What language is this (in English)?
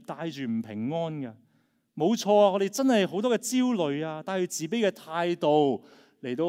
Cantonese